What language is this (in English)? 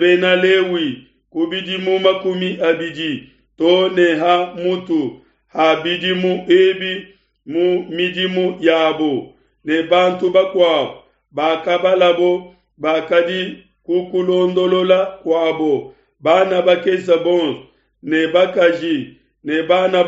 Luba-Lulua